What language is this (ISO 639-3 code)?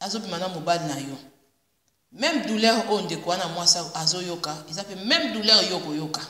lin